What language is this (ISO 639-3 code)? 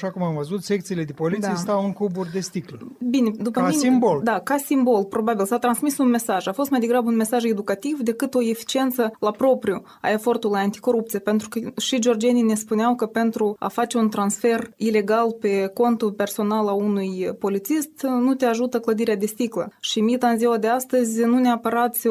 ron